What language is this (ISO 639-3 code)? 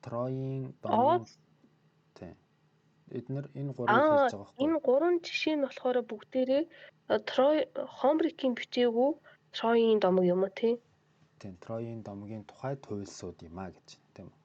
mon